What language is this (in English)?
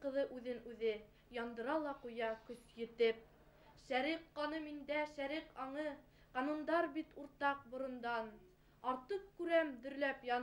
Bashkir